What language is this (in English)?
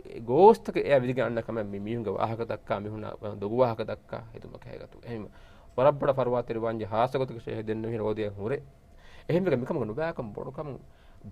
Divehi